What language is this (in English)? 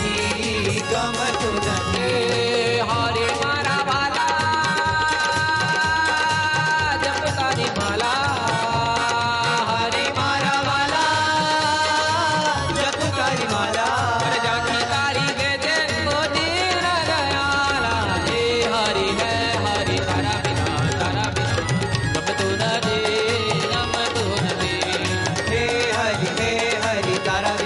Gujarati